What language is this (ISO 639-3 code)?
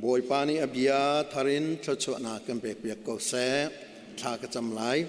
cnh